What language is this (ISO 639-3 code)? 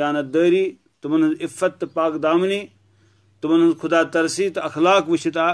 kas